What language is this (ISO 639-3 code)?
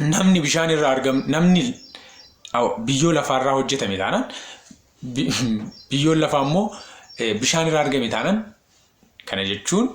orm